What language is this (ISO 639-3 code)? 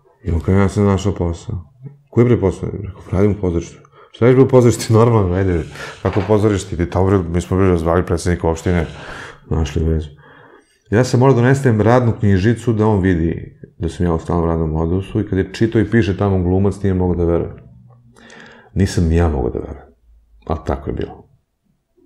srp